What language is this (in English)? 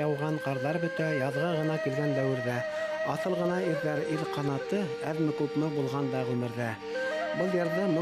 Bashkir